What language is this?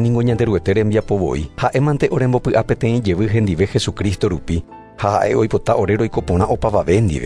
Guarani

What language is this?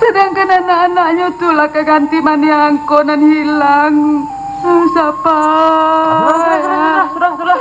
Minangkabau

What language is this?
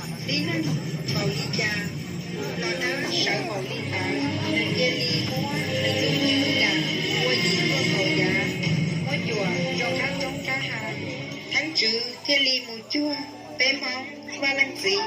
Hmong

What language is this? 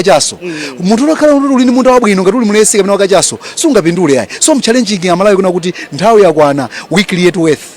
Nyanja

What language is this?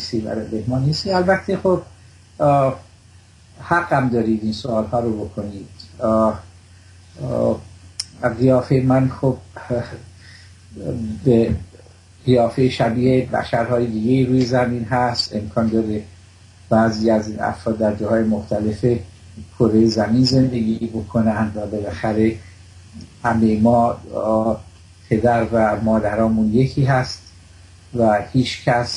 Persian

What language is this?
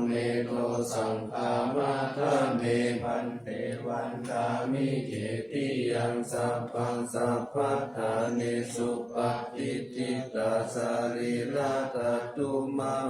Pali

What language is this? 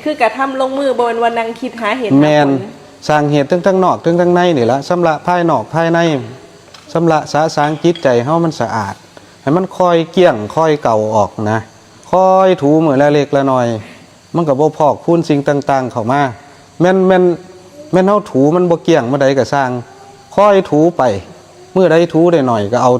Northeastern Thai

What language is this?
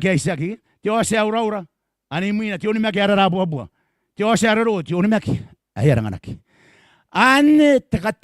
Gilbertese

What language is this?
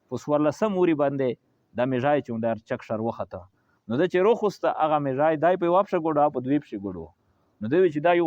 Pashto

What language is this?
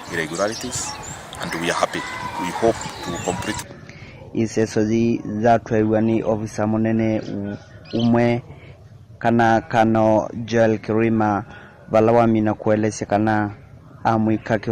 Kamba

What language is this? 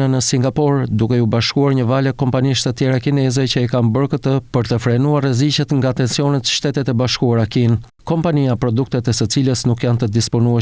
Albanian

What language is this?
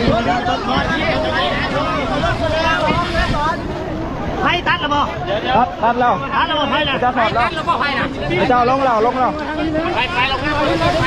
Lao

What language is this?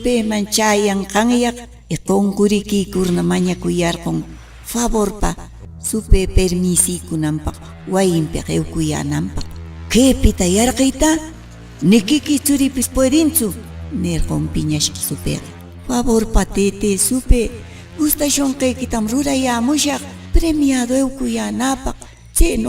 Quechua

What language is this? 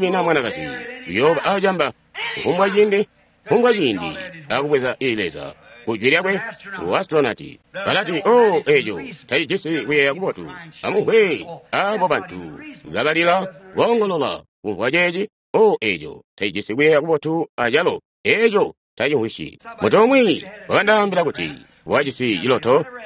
Tonga (Zambia)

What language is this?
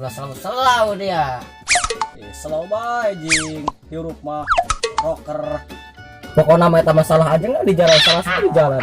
Sundanese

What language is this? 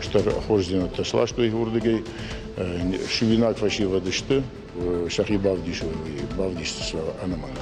Ossetic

